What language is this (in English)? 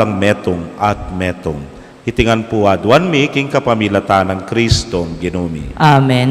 Pampanga